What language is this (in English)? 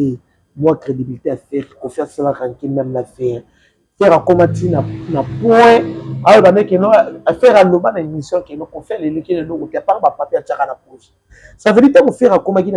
Lingala